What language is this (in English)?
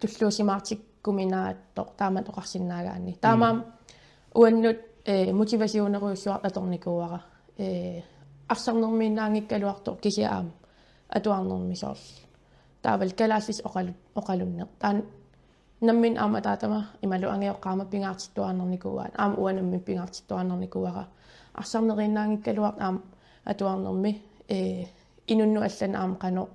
Kalaallisut